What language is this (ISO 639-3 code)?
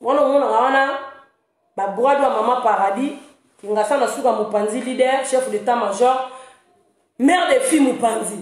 lin